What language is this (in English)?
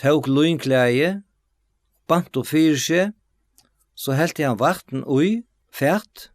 Faroese